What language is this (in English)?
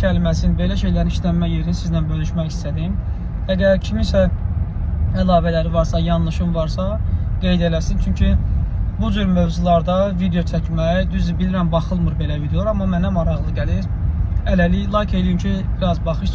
Azerbaijani